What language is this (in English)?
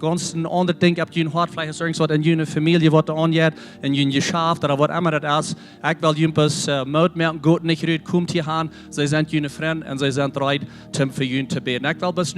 Plautdietsch